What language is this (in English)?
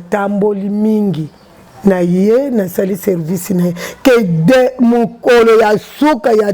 Lingala